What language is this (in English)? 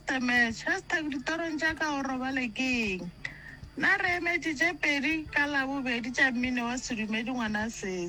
Northern Sotho